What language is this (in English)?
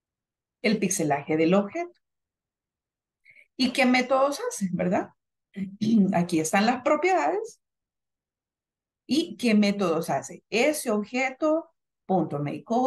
Spanish